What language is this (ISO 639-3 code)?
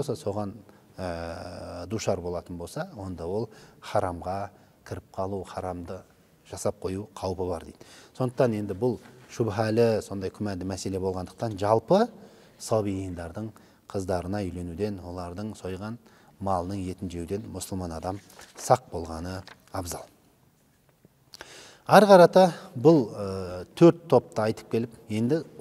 kaz